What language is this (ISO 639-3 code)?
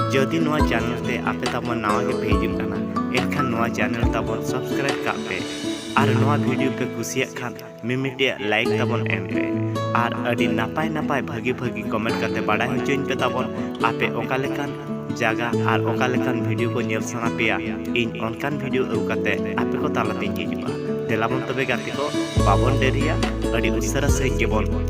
sat